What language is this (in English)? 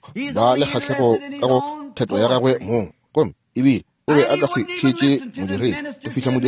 Northern Sotho